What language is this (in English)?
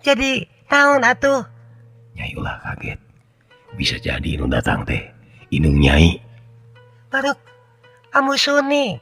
Sundanese